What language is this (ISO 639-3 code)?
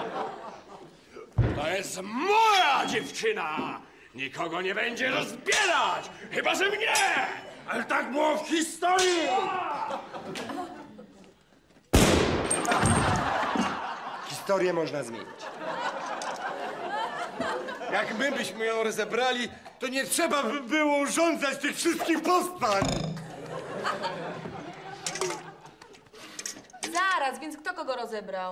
pol